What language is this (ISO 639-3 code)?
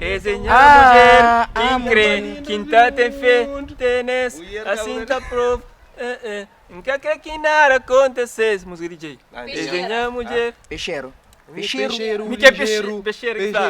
kea